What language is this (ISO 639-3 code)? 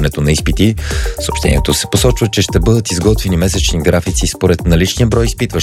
bul